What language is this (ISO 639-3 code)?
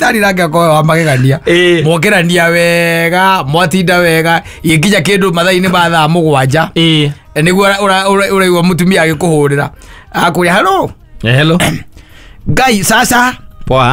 kik